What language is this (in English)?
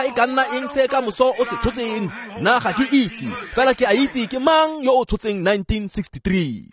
Tswana